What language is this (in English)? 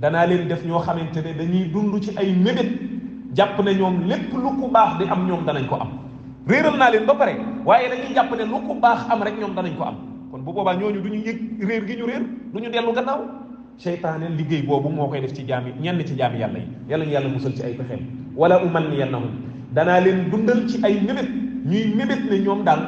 Wolof